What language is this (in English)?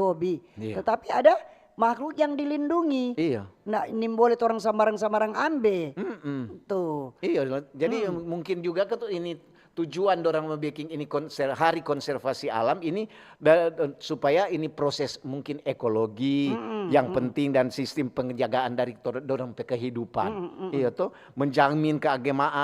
Manado Malay